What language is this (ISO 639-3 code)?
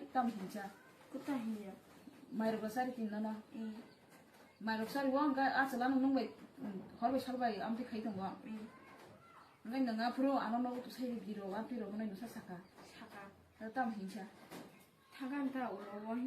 trp